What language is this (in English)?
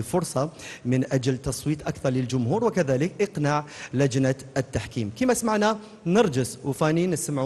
Algerian Arabic